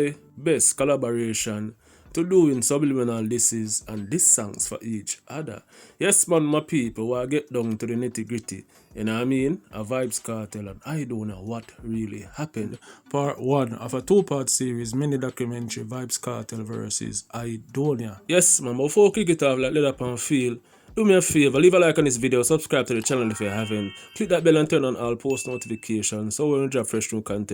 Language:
Jamaican Creole English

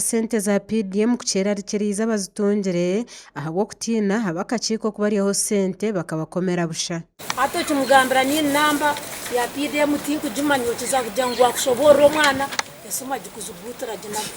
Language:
Nyankole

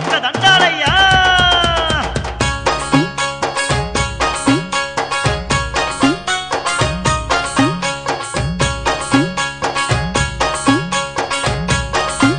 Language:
Telugu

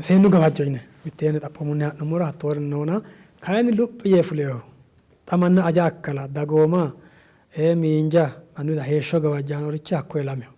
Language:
Sidamo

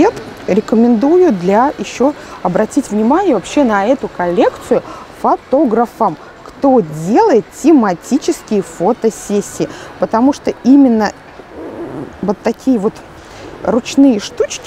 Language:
Russian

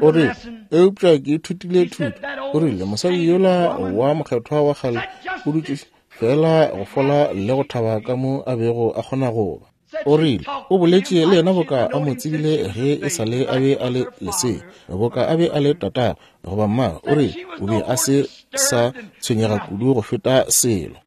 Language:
Northern Sotho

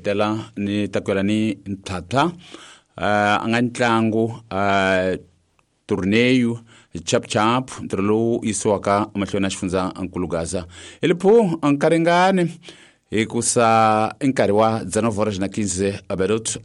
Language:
Tsonga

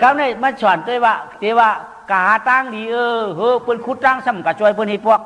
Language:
Shan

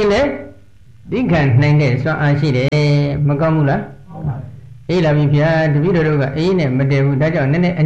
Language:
Burmese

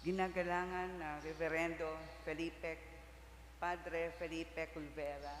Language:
Bikol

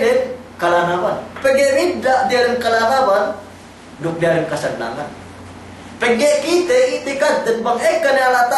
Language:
Yakan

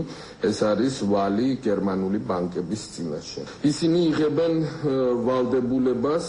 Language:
Georgian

